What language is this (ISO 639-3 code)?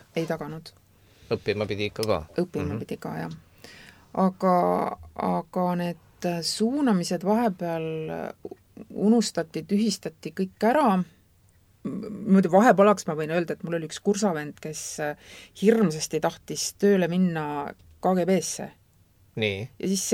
est